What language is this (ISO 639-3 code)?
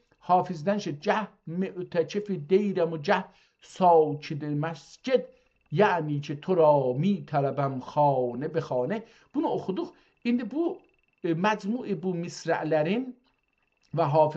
azb